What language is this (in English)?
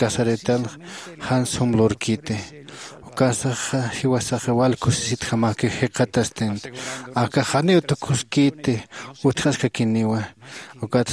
Aymara